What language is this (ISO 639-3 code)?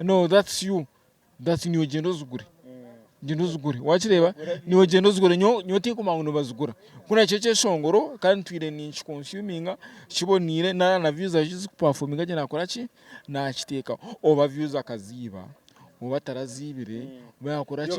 nyn